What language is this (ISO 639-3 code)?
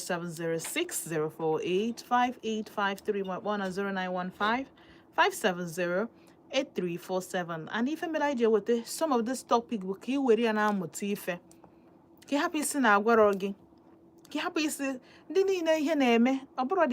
ibo